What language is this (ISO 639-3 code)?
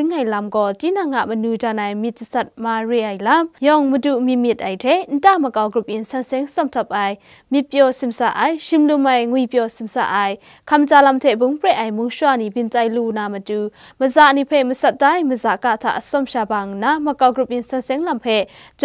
kac